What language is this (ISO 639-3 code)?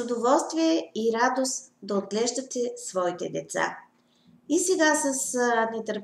bul